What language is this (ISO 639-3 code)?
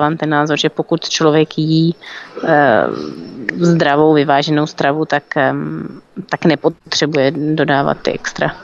ces